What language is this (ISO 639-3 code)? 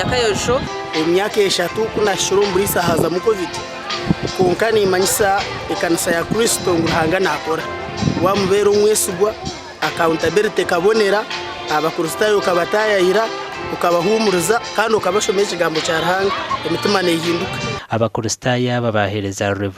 nyn